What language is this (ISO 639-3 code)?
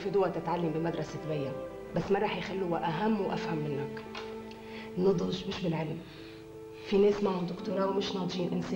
apc